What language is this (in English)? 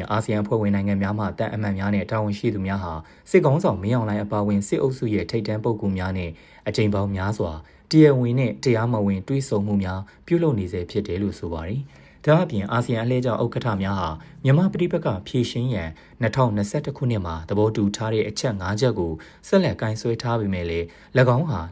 Burmese